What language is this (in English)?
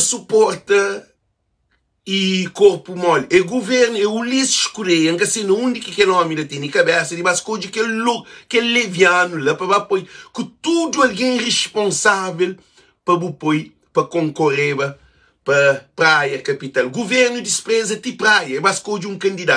Kabuverdianu